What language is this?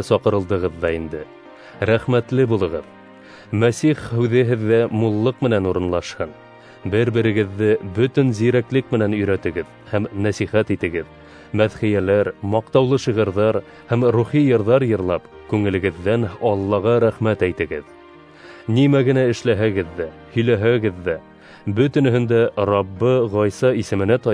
Bashkir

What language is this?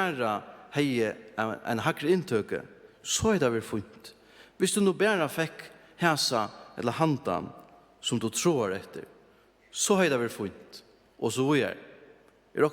Faroese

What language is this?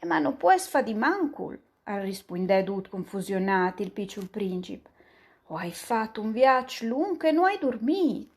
Friulian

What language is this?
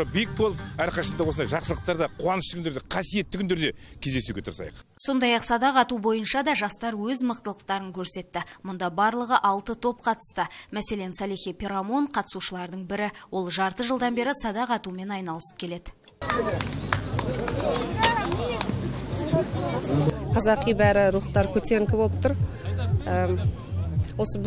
Kazakh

